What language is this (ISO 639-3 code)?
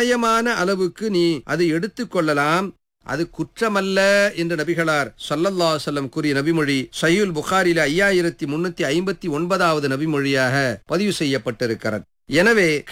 tam